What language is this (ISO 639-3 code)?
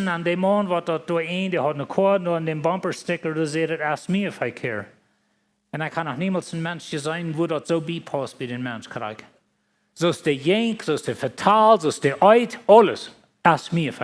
pdt